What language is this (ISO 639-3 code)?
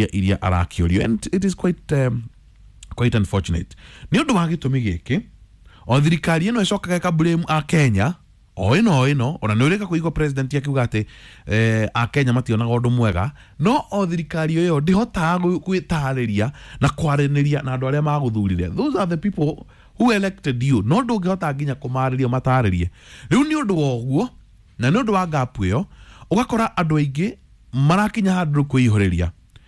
kik